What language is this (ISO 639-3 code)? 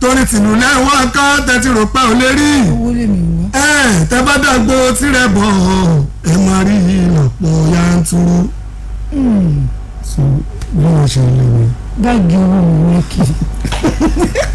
yor